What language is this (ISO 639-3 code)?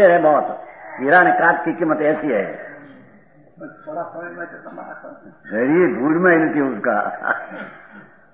guj